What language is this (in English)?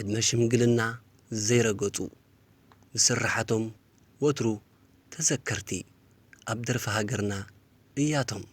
Tigrinya